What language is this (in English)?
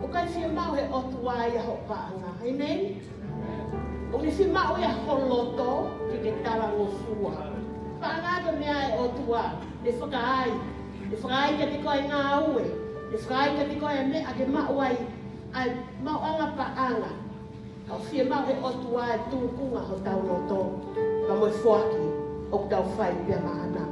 Tongan